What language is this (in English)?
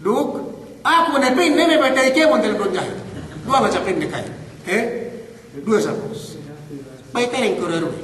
Yakan